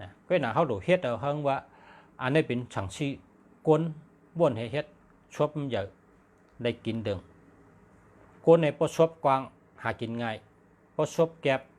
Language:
Shan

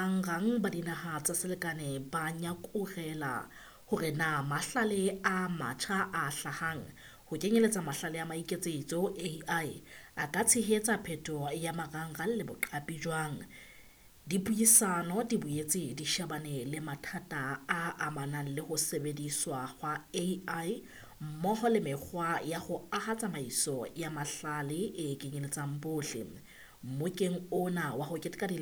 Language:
Southern Sotho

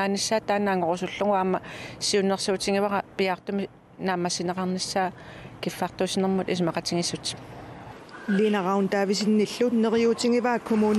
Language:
Kalaallisut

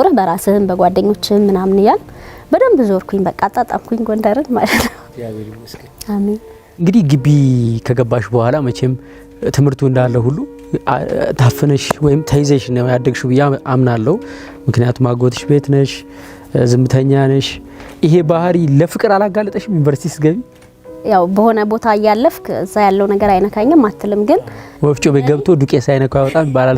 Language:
Amharic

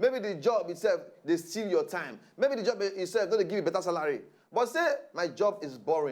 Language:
Nigerian Pidgin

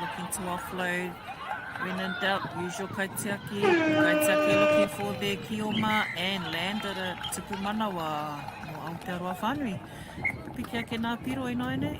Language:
Māori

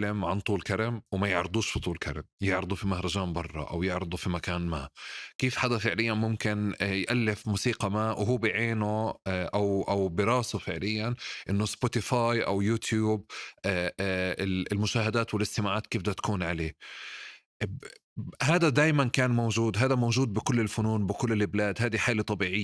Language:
North Levantine Arabic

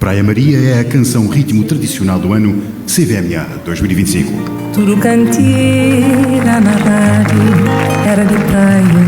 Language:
Kabuverdianu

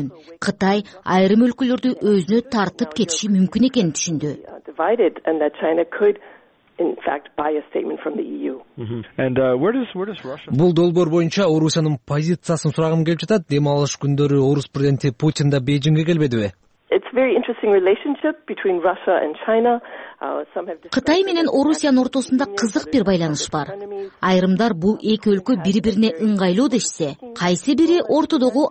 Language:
Kyrgyz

